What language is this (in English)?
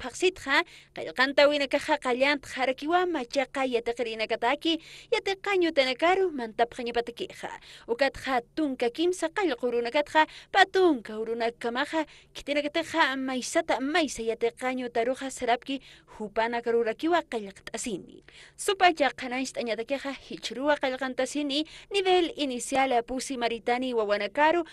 Aymara